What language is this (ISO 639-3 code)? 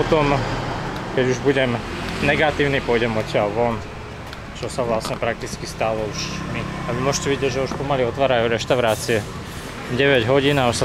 slk